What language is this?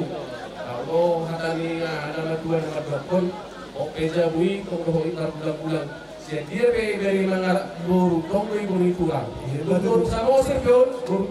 Batak Toba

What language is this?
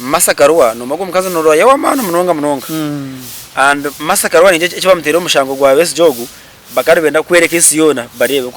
Nyankole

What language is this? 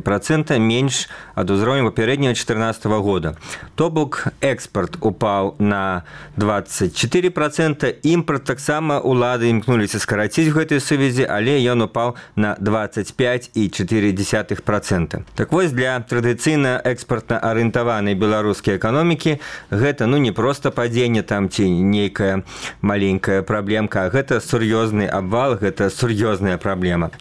Belarusian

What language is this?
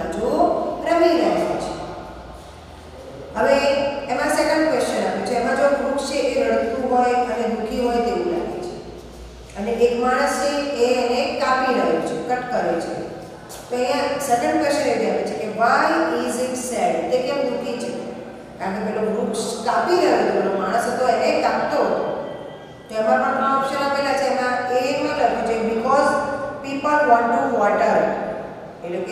Gujarati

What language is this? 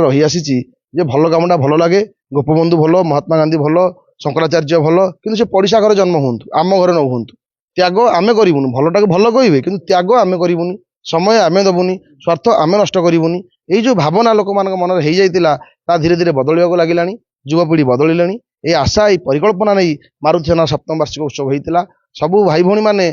Odia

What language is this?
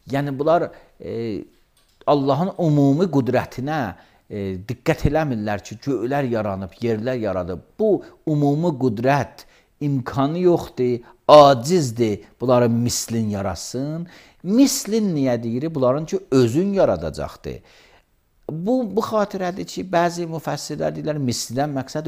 Azerbaijani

